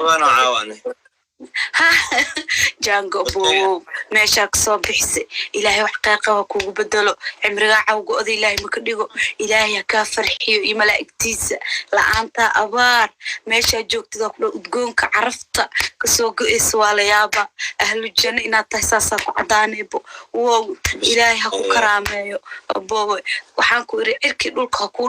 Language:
Somali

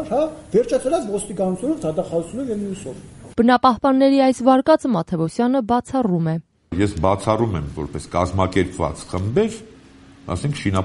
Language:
Armenian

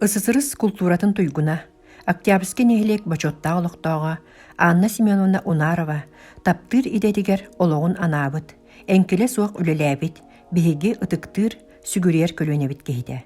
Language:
Yakut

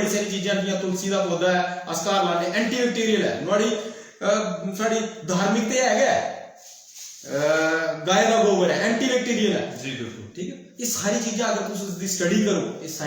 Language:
Dogri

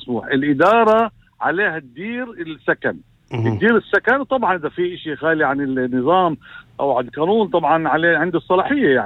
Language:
North Levantine Arabic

